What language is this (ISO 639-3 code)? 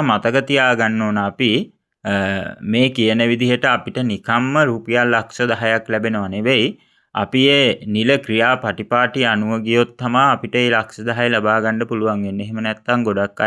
sin